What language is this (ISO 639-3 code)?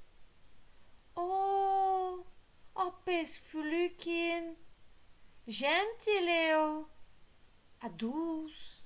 bre